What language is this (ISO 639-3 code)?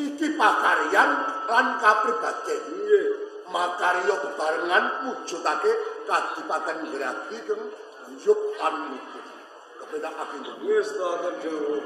jav